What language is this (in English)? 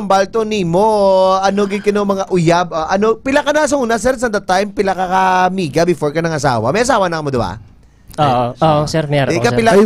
Hiligaynon